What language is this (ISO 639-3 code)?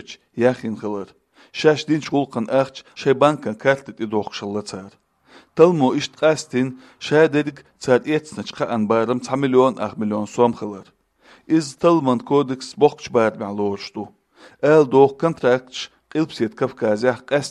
che